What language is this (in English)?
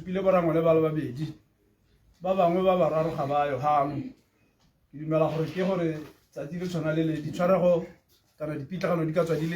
Tswana